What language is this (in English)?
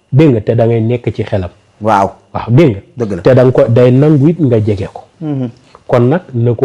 Wolof